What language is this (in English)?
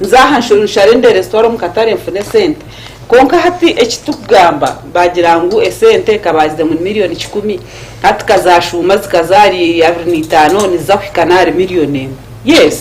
Nyankole